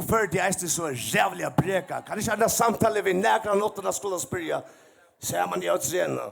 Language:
Faroese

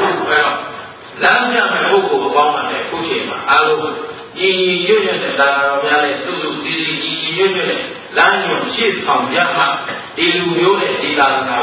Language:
Burmese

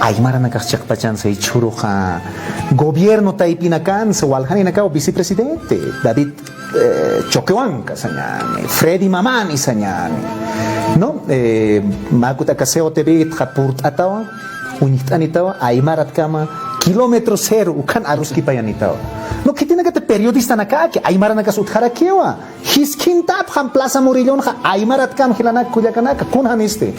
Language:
Aymara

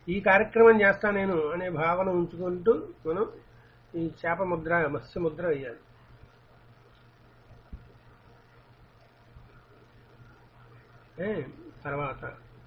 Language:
Telugu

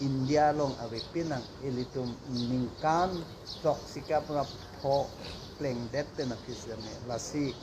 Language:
Karbi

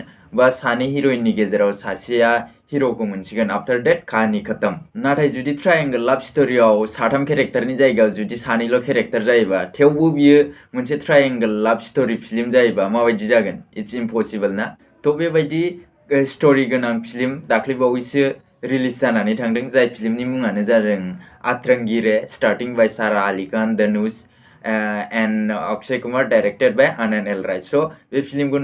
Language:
Bodo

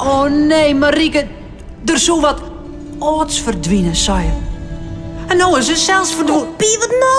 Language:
Western Frisian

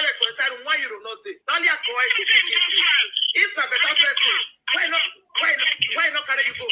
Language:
Nigerian Pidgin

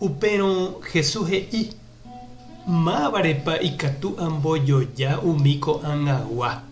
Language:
Guarani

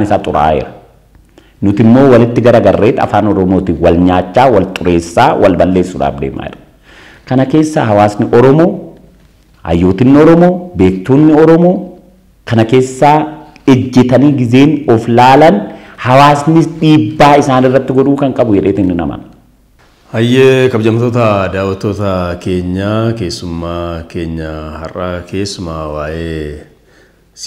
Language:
Oromo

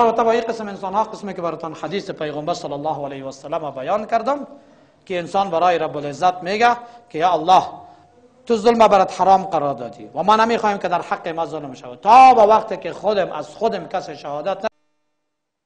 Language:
Persian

